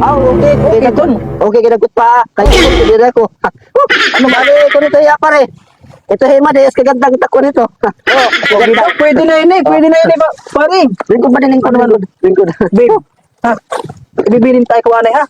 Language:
Waray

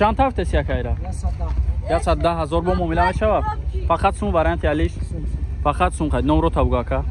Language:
Tajik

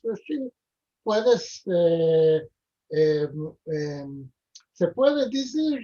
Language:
Ladino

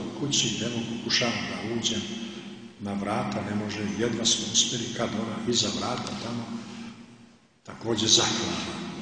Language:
Serbian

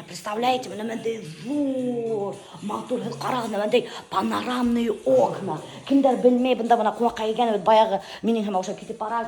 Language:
Bashkir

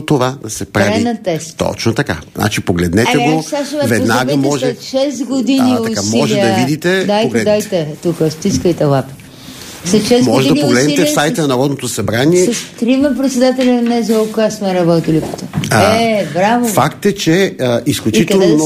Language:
Bulgarian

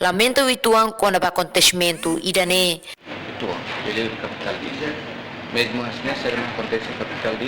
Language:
Tetum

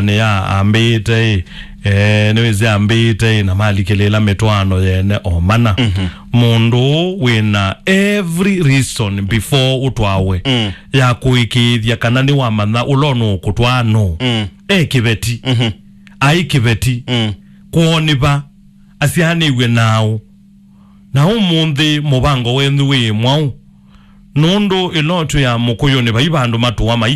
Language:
Kamba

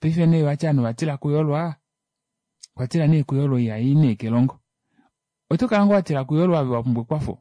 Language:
Kuanyama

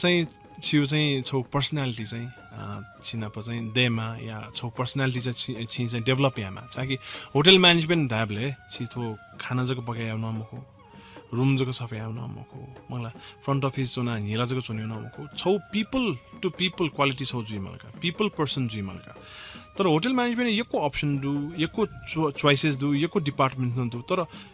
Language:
Newari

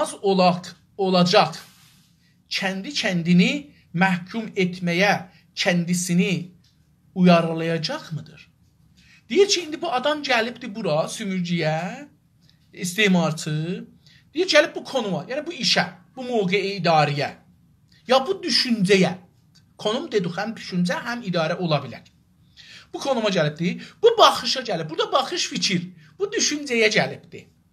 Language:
South Azerbaijani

